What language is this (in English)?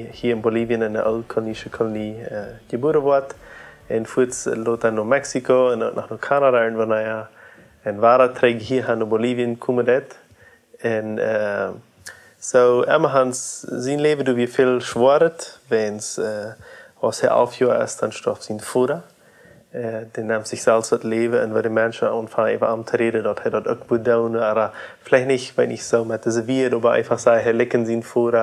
Plautdietsch